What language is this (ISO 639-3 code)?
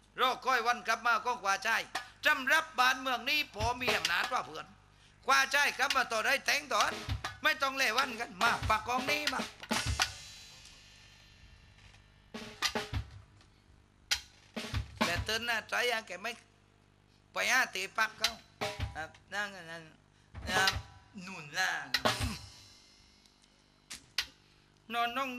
tha